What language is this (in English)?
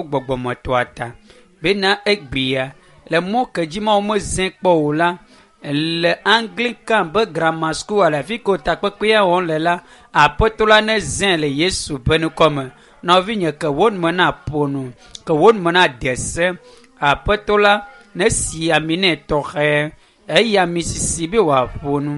Ewe